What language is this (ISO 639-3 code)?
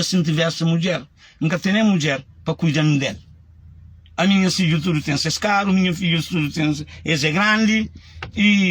kea